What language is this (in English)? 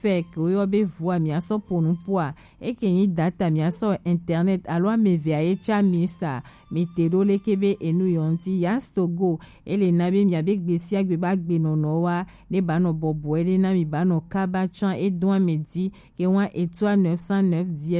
Gen